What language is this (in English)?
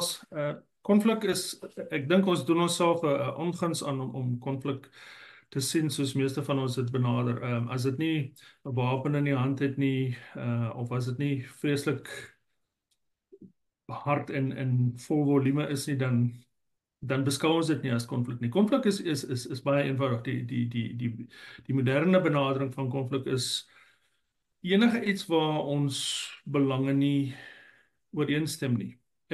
Afrikaans